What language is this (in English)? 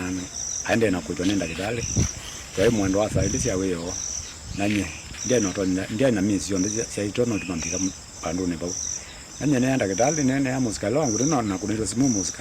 Kamba